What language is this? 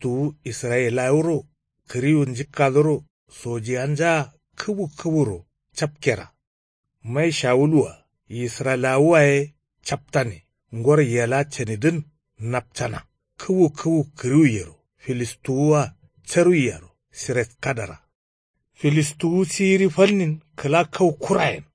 Kanuri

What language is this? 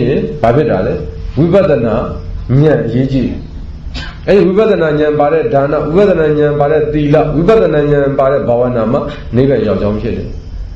Burmese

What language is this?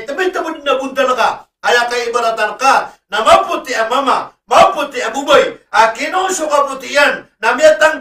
Maranao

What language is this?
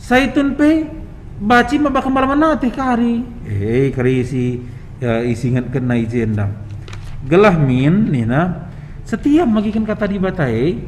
Batak Karo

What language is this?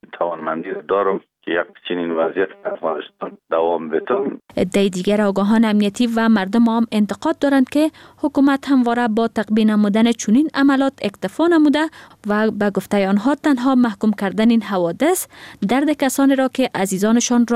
Persian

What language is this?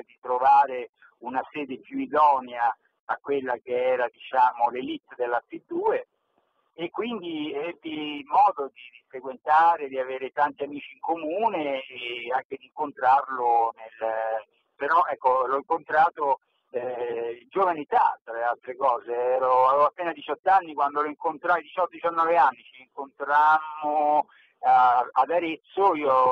Italian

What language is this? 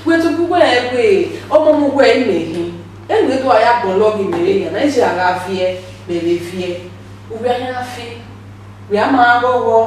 Bini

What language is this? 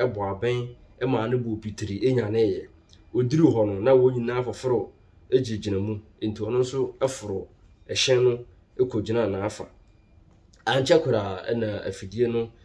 Akan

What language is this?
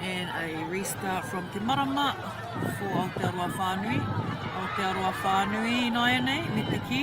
Māori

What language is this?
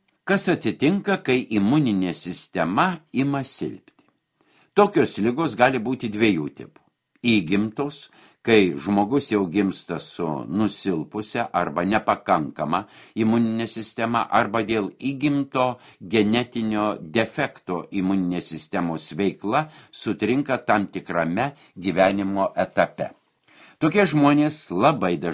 Lithuanian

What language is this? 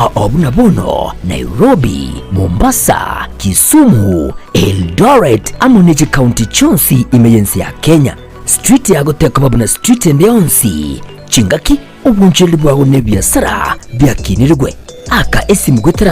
Gusii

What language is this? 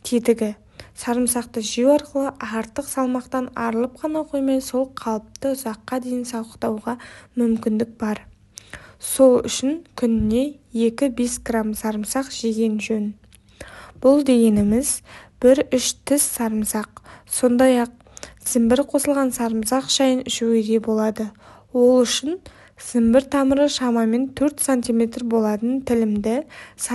Kazakh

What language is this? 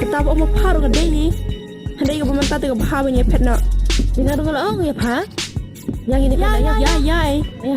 Khasi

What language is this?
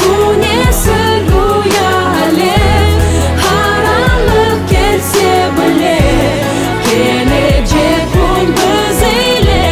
Crimean Tatar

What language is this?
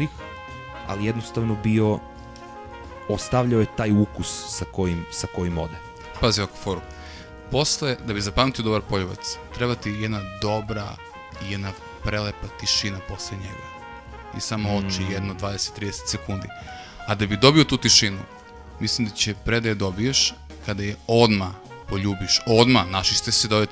Serbian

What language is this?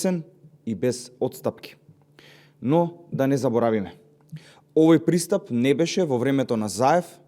Macedonian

